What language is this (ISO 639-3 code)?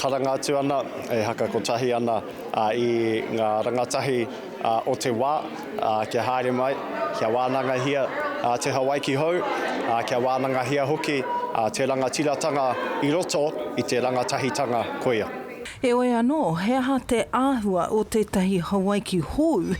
mri